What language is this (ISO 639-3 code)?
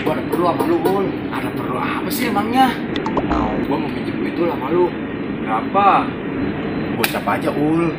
bew